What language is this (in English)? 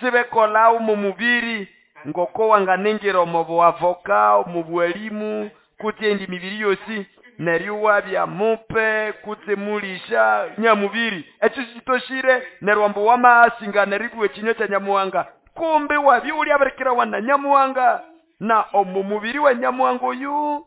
Nande